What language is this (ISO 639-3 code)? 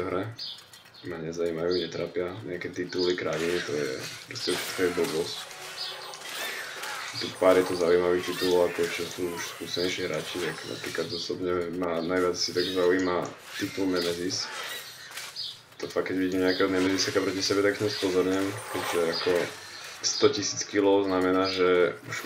slk